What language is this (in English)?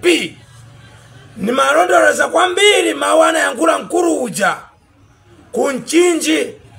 Nyanja